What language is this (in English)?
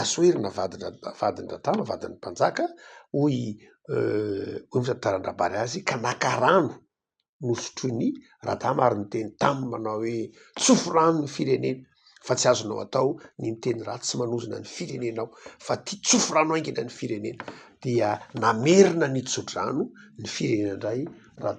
Malagasy